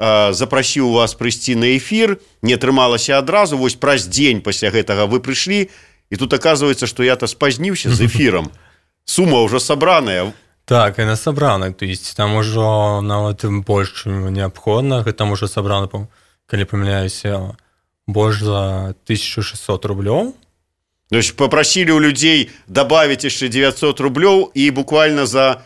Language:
Belarusian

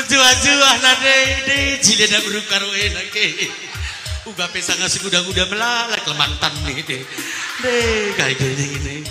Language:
Batak Karo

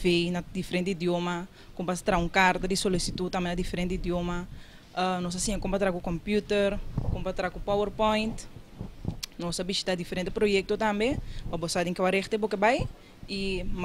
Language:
Papiamento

